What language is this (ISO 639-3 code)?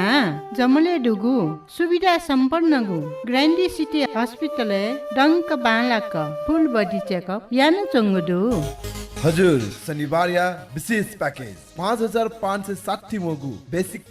new